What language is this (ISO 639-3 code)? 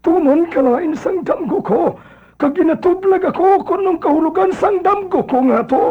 hil